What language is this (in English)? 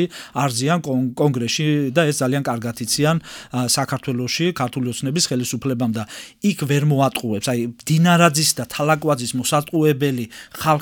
Georgian